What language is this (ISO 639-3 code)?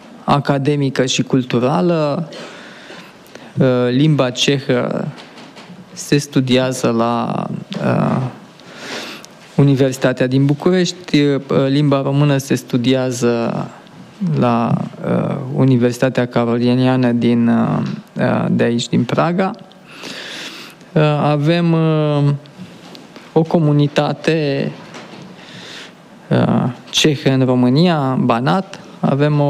ron